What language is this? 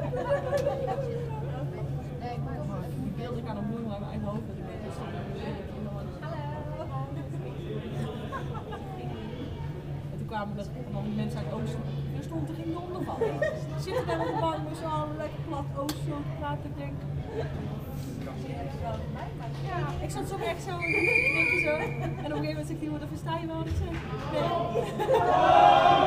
Dutch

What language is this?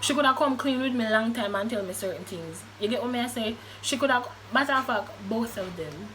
Jamaican Creole English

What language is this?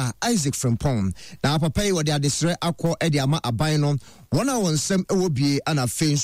Akan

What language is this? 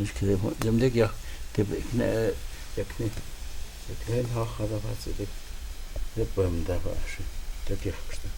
Totontepec Mixe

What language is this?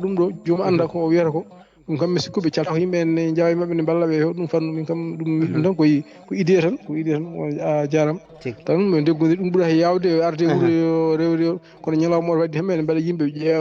Fula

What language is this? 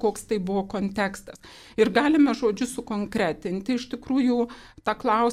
Lithuanian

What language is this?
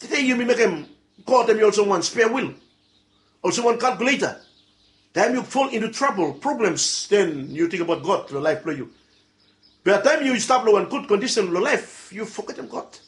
Bislama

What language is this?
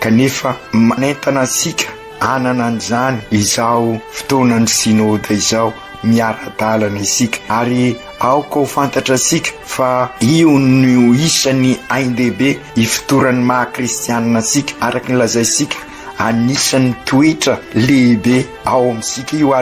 Malagasy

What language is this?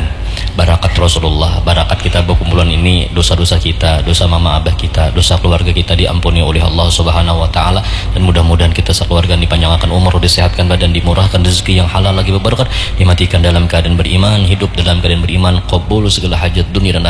Banjar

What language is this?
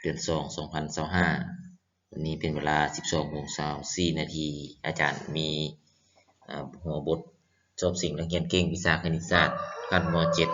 Lao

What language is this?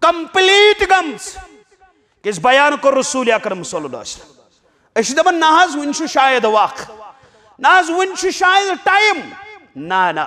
Kashmiri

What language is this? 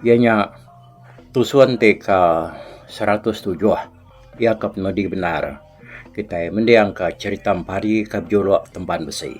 Iban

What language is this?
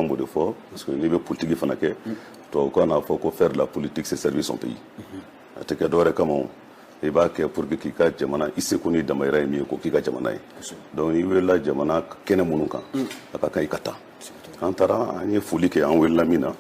Bambara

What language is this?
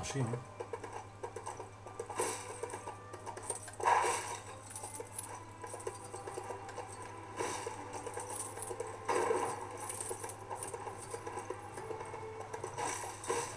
French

